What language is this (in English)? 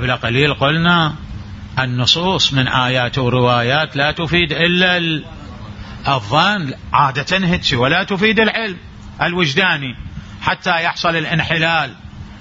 Mesopotamian Arabic